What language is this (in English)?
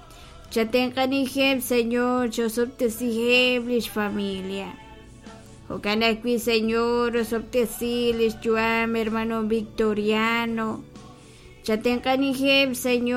Kekchí